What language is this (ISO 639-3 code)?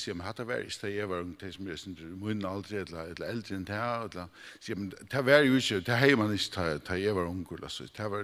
fao